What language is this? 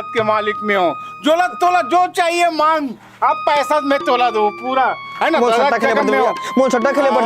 Chhattisgarhi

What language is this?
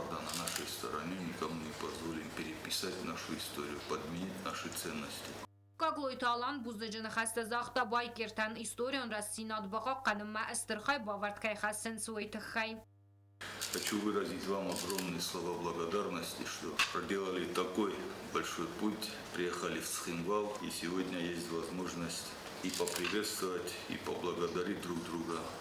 Ossetic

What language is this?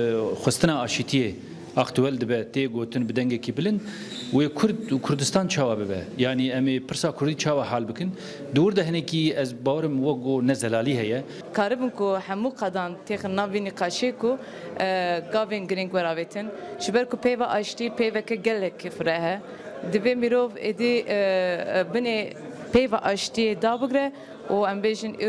Kurdish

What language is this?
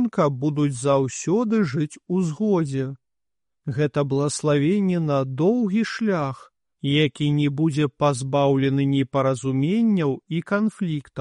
Belarusian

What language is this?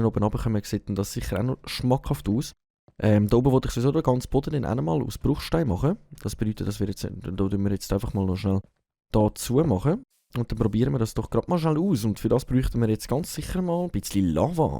Swiss German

